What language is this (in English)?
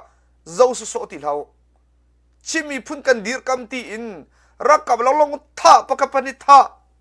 Hakha Chin